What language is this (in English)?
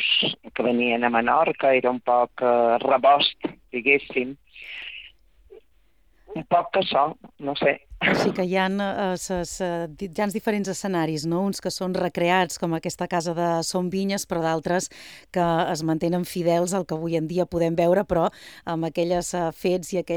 Catalan